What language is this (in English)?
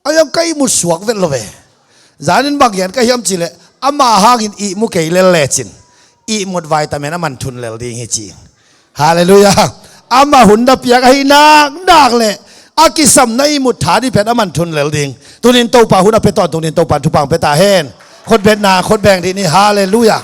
Tedim Chin